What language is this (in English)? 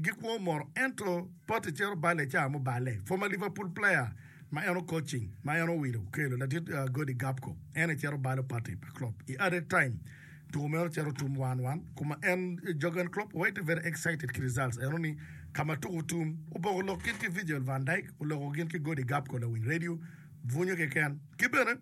Acoli